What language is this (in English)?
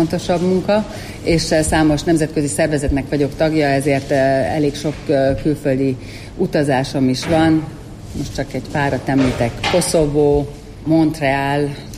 Hungarian